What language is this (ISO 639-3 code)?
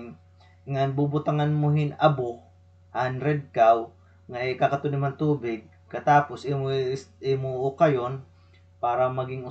war